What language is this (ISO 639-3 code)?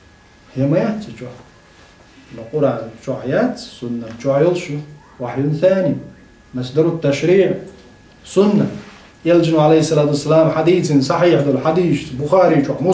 che